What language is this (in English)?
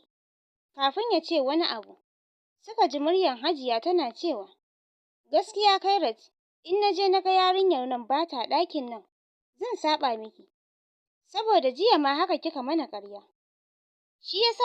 Hausa